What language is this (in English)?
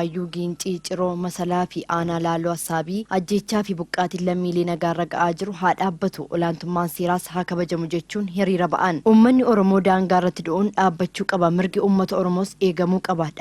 Oromo